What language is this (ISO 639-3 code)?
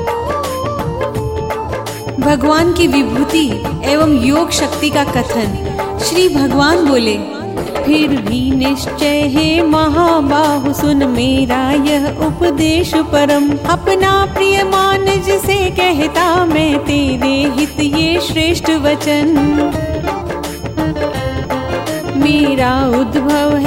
hin